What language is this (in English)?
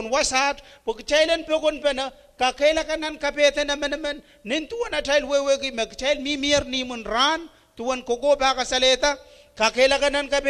Pohnpeian